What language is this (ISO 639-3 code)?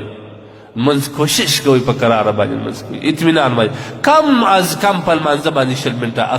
pus